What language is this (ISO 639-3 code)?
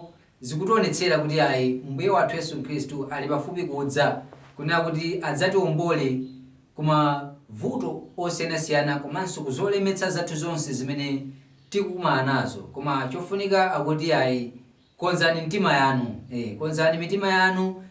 nya